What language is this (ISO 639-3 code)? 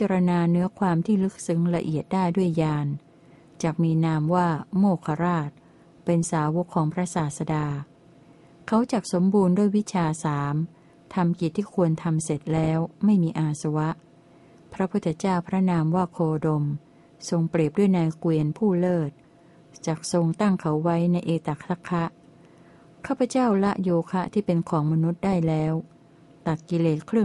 tha